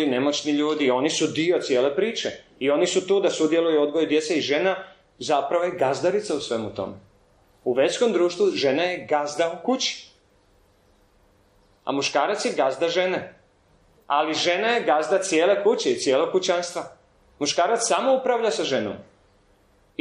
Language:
Croatian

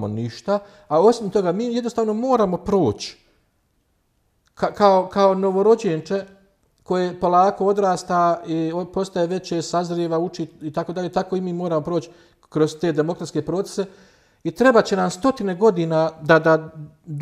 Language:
Bosnian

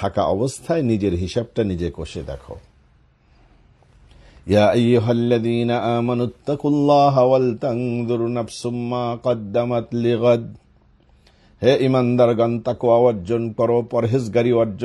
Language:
Bangla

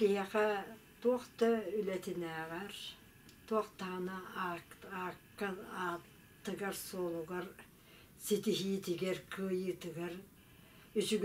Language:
Yakut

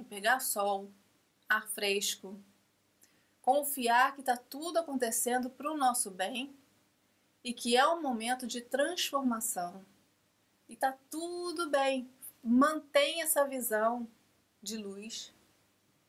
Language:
Portuguese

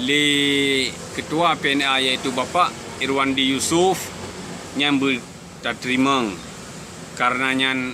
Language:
Achinese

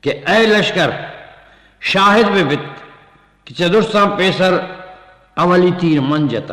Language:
Eastern Balochi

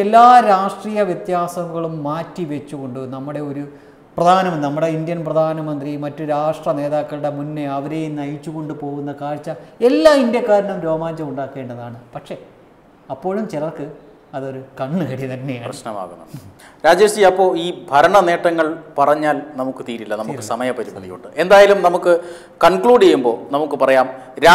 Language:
Malayalam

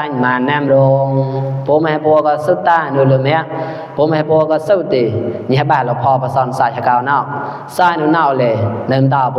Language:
Mon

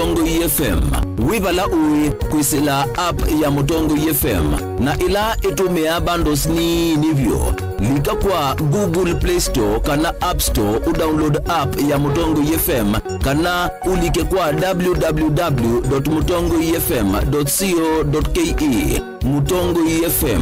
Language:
Kamba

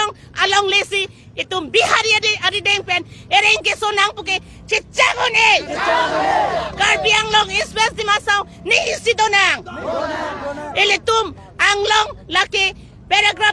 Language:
Karbi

